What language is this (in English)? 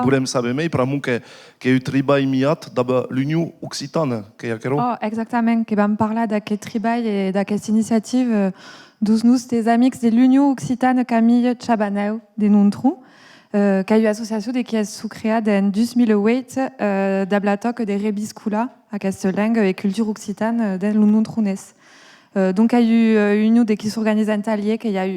Occitan